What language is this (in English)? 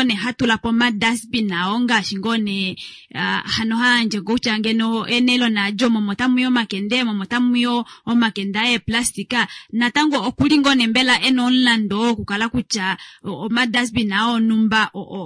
Kuanyama